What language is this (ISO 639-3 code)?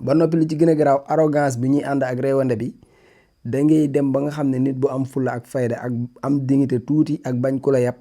wol